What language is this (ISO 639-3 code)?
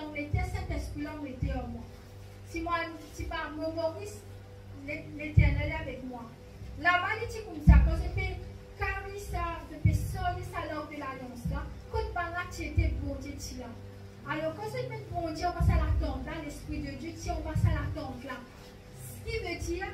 mfe